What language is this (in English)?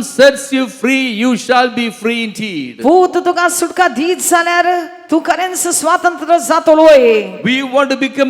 Konkani